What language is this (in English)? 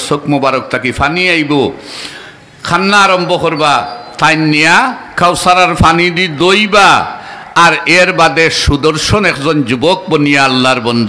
Sylheti